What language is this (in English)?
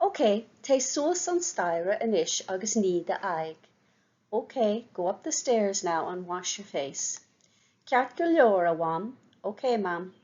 Irish